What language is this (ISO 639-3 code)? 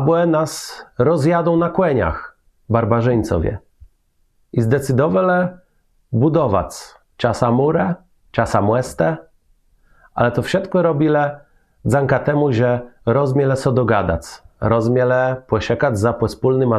csb